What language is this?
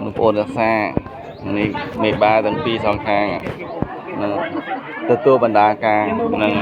Khmer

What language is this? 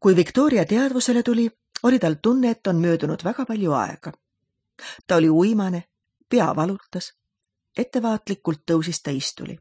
Estonian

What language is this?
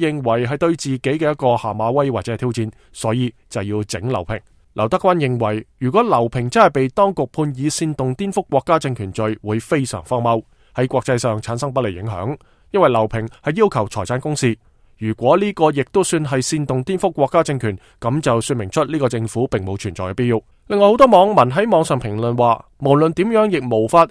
Cantonese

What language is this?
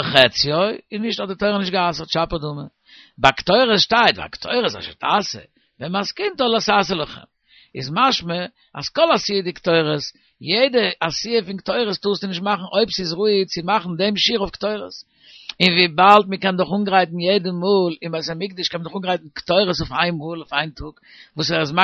Yiddish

